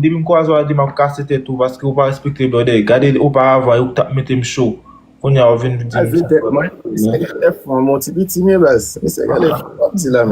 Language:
Haitian Creole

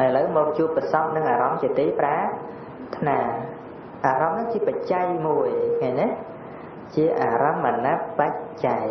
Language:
Khmer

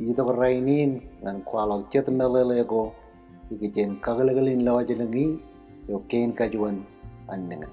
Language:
Marshallese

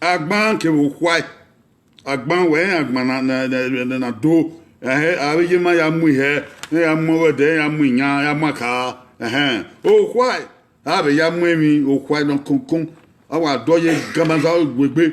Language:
Bini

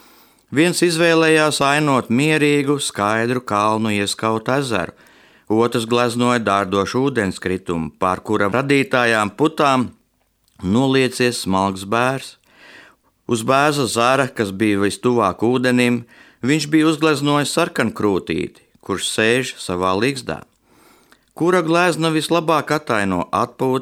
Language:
Latvian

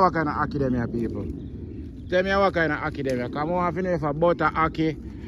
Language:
Jamaican Creole English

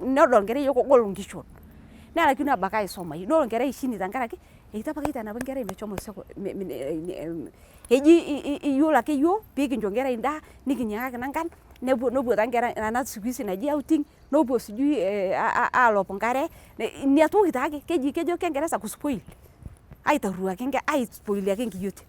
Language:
Masai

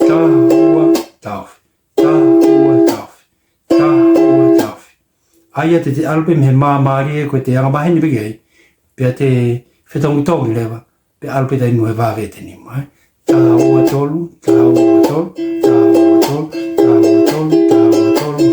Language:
Tongan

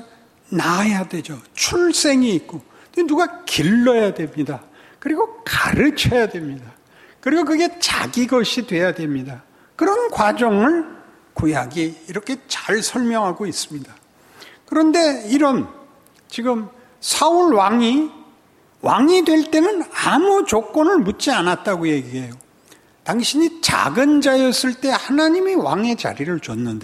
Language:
Korean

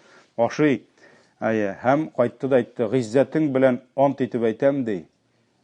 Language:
Tatar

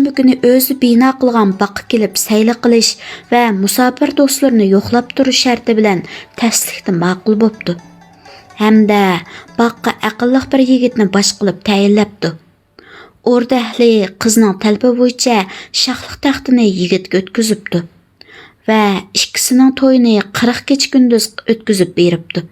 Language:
Uyghur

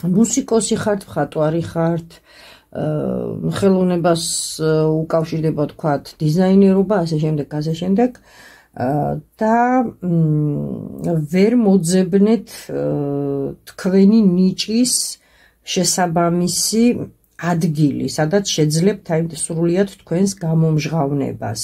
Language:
Georgian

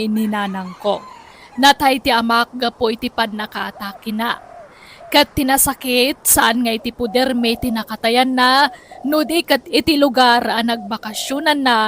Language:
Iloko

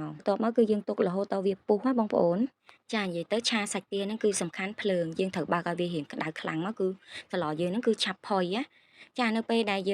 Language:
Khmer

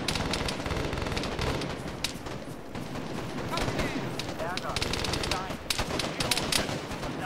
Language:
German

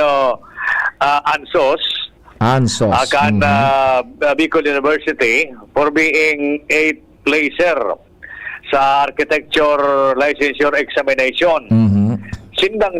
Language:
Bikol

